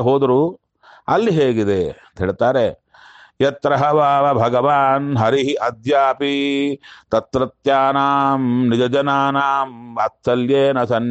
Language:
Kannada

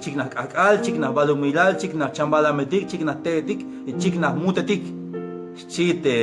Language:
Tzeltal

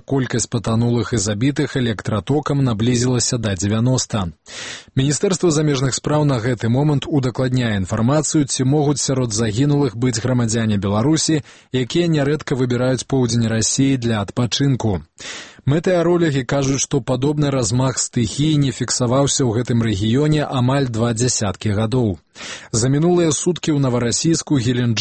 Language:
Belarusian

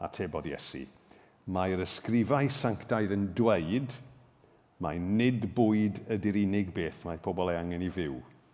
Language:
Welsh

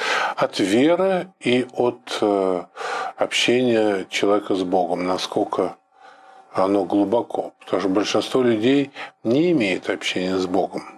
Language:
Russian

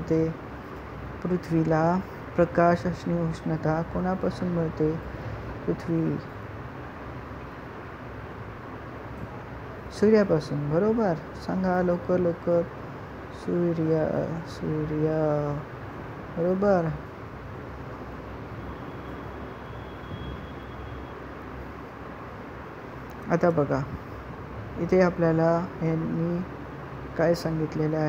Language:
Marathi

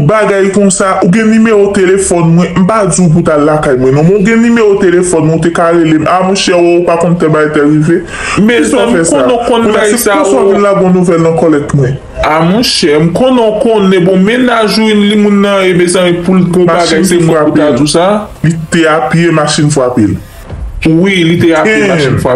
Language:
Haitian Creole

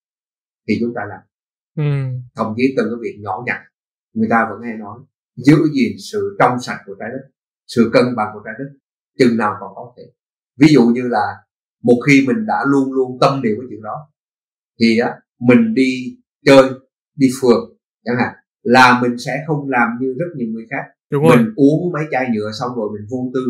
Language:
Vietnamese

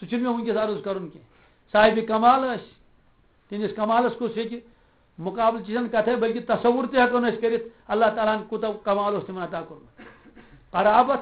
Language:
Kashmiri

